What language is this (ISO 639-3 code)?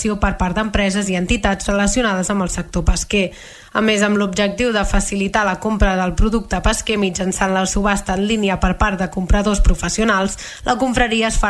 cat